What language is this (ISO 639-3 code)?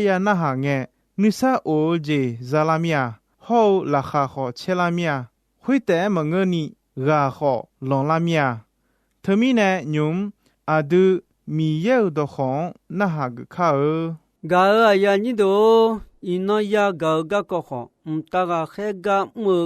ahk